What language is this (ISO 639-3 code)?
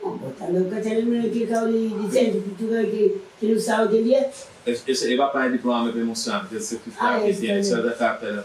kea